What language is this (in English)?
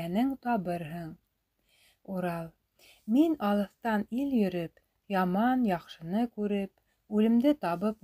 Bashkir